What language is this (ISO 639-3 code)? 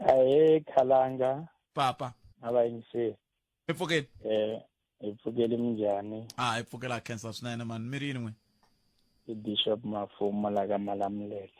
tso